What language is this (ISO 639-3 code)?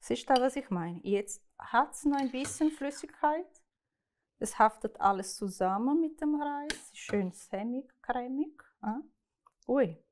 gsw